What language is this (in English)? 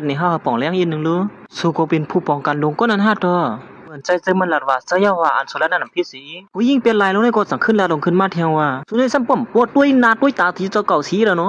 Shan